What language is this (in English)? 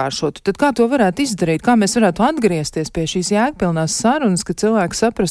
Latvian